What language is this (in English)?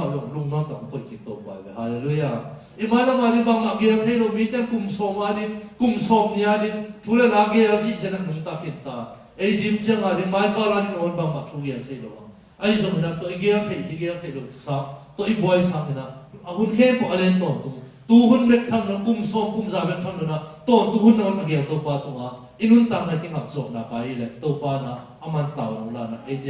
Tedim Chin